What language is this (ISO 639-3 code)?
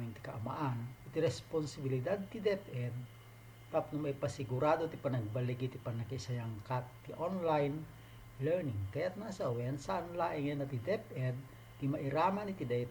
ilo